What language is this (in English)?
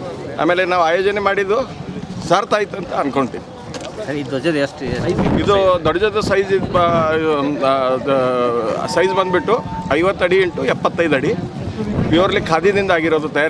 Kannada